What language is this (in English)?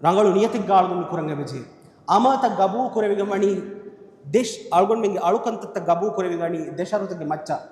Divehi